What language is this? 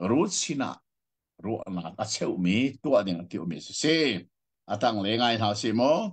Hakha Chin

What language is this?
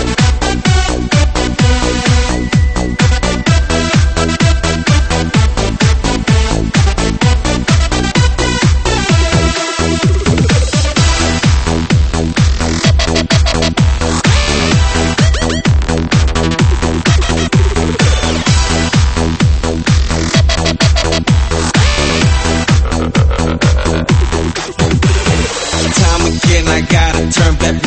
Chinese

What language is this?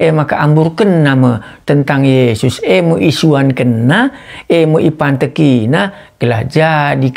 Batak Karo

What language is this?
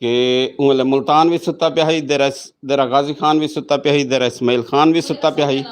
Saraiki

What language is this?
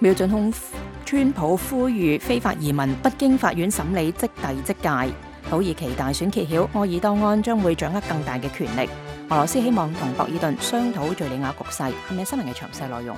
Cantonese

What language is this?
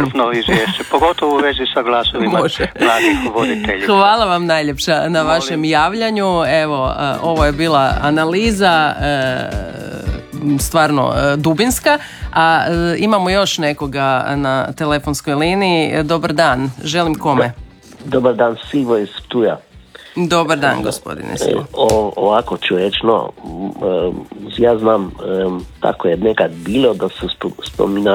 Croatian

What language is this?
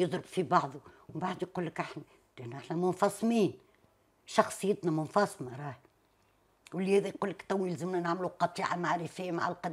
Tunisian Arabic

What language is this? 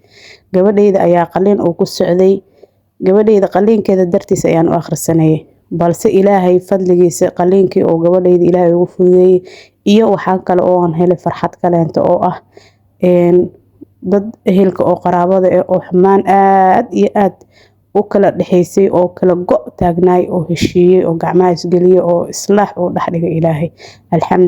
Somali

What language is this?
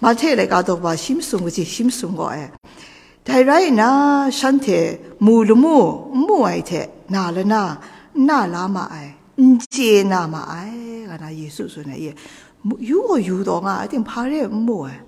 Kachin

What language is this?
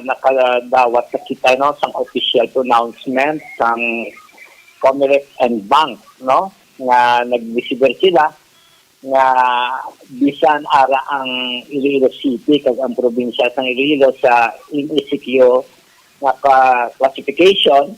Hiligaynon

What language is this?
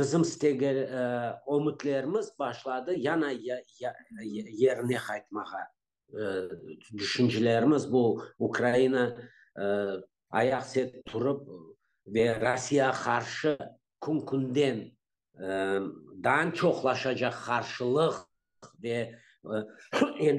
Crimean Tatar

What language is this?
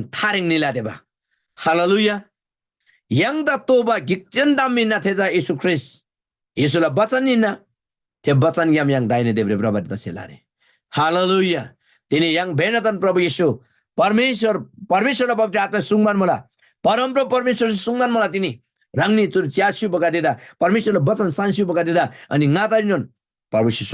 Eastern Tamang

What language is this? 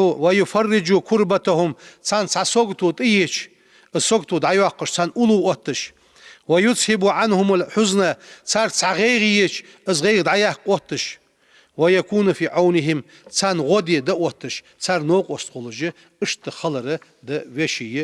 Ingush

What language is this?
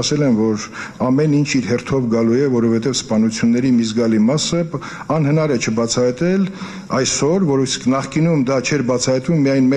Armenian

